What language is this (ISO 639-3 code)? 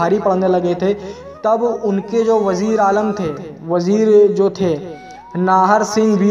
hin